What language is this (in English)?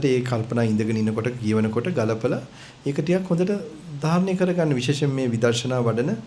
Sinhala